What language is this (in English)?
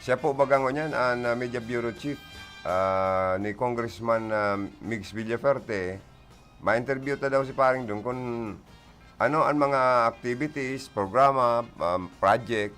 Bikol